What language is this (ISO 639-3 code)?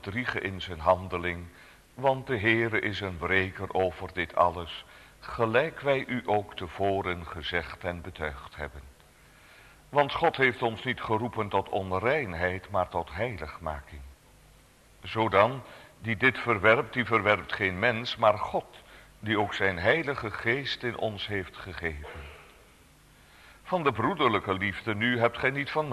nld